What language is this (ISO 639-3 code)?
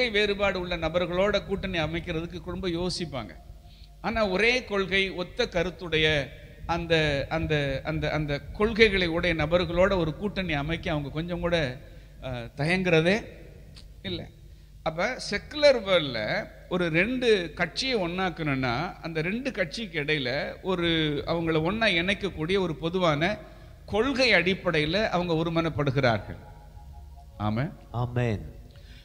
tam